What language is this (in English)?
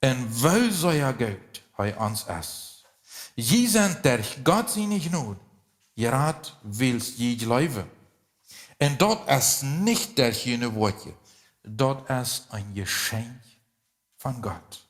Plautdietsch